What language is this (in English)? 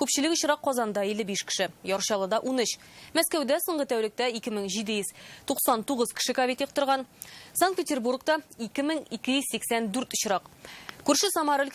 Tatar